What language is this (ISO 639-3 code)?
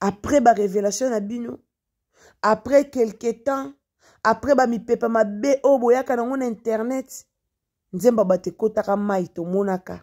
lin